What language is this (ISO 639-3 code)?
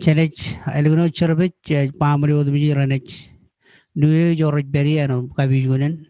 mah